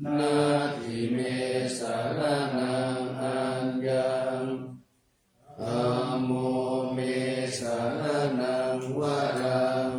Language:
Pali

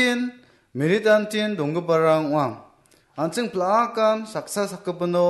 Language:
Garo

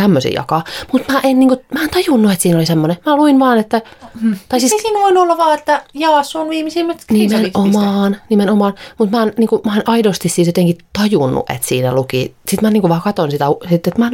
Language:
Finnish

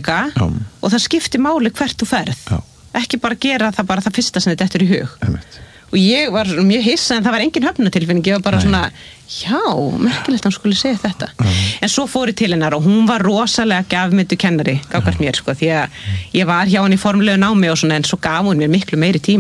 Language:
Icelandic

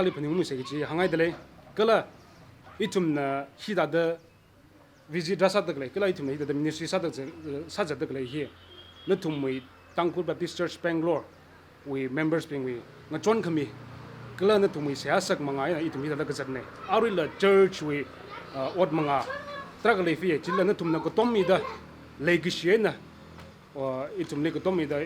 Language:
Tangkhul Naga (India)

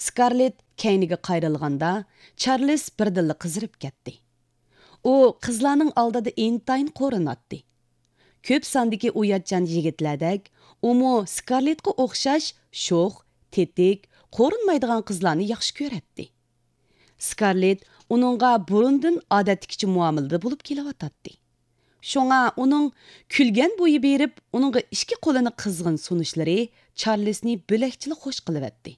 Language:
Uyghur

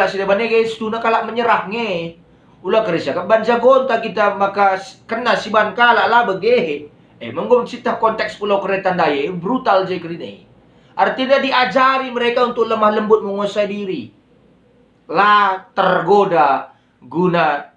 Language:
Batak Karo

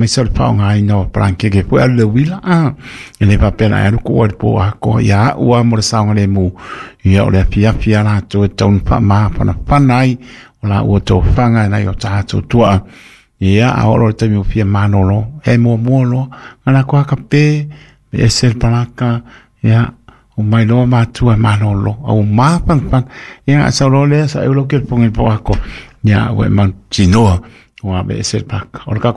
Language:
Samoan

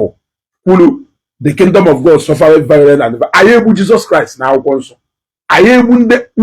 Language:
Igbo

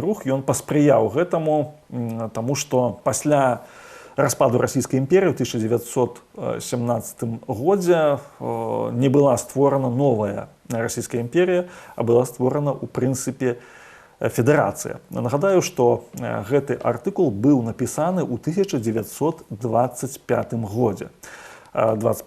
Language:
Belarusian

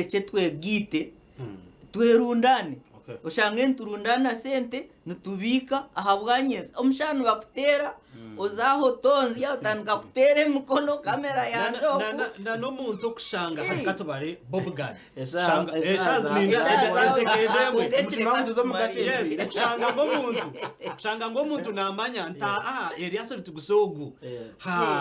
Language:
Nyankole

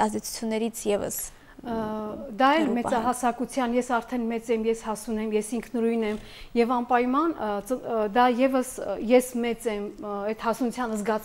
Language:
Armenian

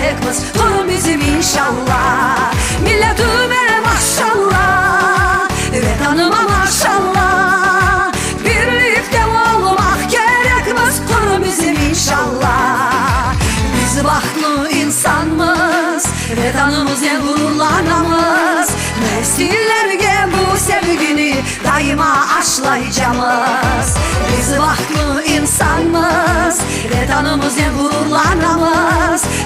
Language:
Crimean Tatar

